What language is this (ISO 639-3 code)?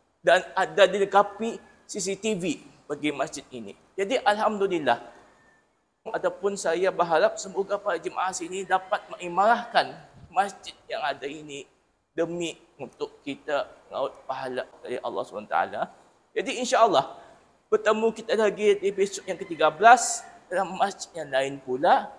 msa